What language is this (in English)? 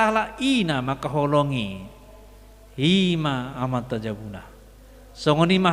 Batak Toba